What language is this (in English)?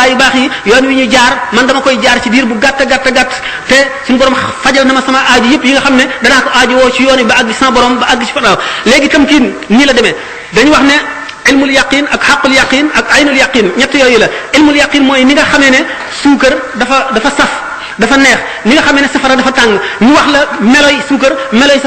Wolof